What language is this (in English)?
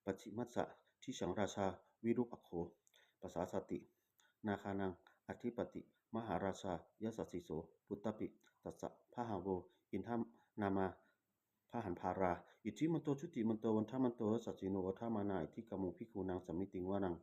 Pali